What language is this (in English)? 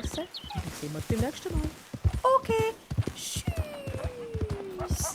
Swiss German